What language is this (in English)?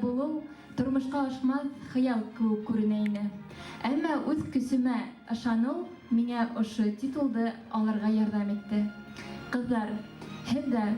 Bashkir